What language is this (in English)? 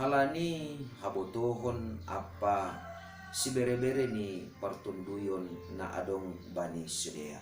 Batak Simalungun